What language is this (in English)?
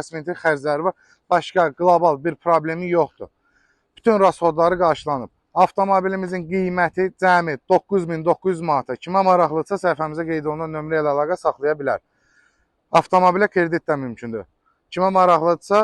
Azerbaijani